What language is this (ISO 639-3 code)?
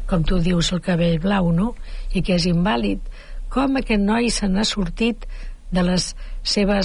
cat